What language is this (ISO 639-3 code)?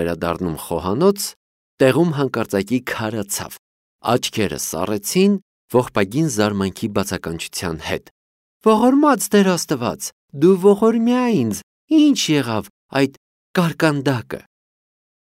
hye